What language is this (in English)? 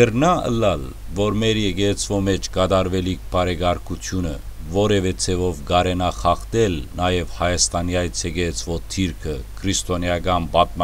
Western Armenian